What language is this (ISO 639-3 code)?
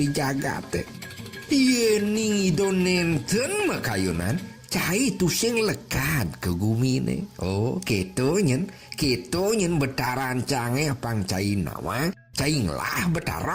ban